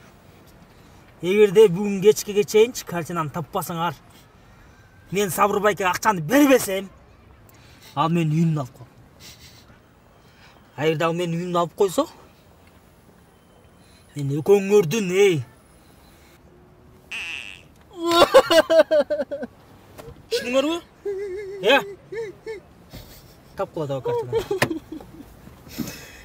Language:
Kyrgyz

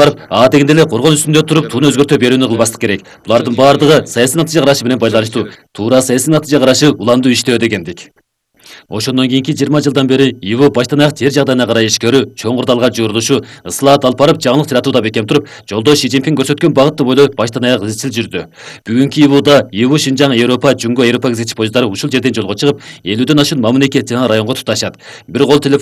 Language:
Kyrgyz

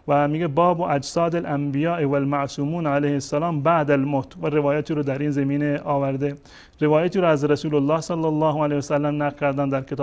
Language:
Persian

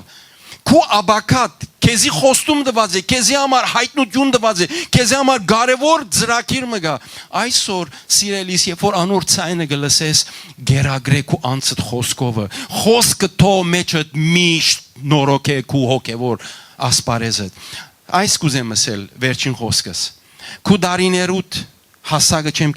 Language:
Western Armenian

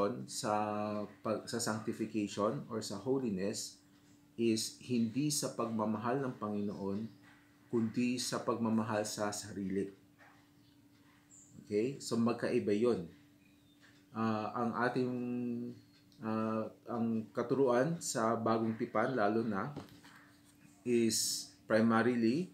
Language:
Filipino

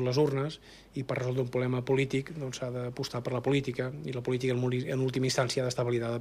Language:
Catalan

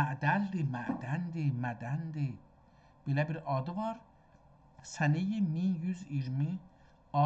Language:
South Azerbaijani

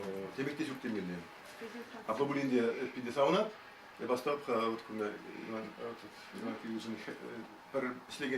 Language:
Chuvash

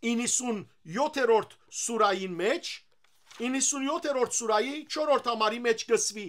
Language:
Western Armenian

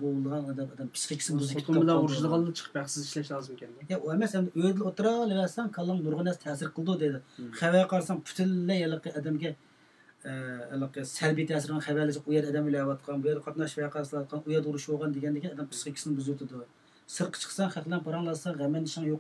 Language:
Uyghur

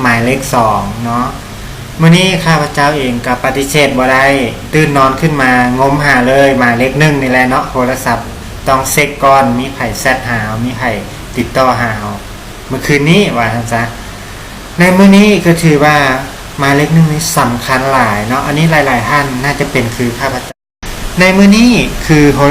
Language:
Lao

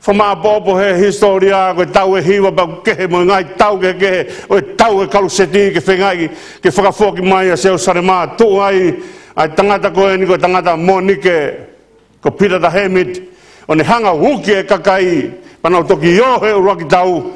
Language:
Tongan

